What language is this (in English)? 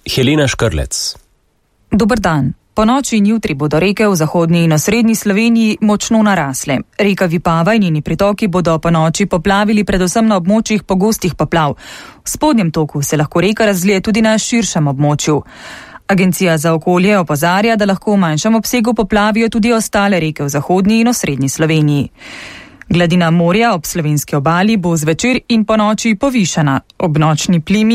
Slovenian